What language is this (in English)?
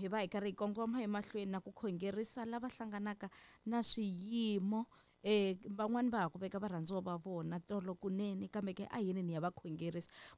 Tsonga